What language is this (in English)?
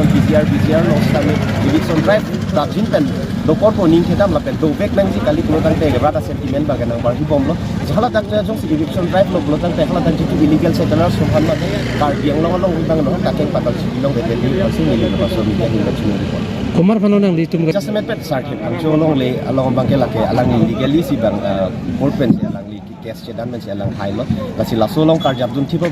Karbi